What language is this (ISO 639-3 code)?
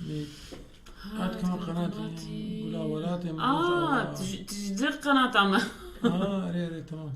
apc